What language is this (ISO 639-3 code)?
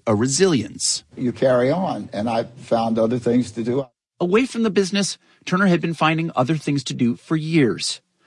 eng